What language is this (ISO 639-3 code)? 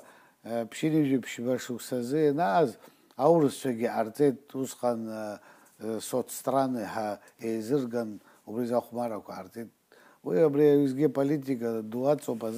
abk